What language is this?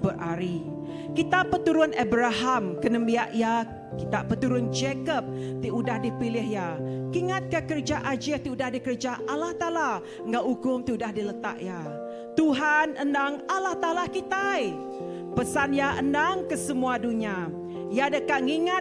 Iban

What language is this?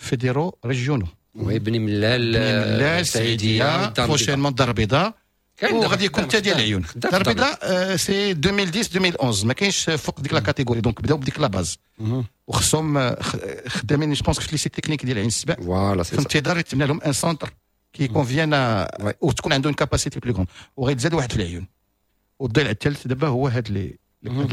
Moroccan Arabic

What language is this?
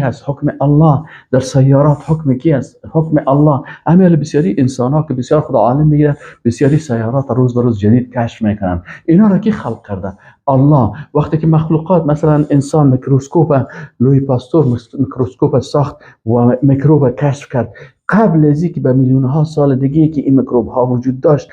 Persian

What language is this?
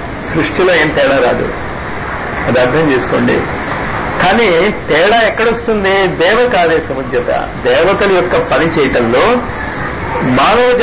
Telugu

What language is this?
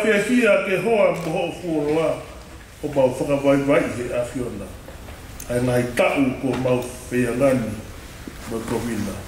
Tongan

